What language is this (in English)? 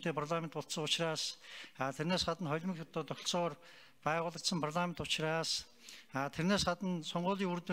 Mongolian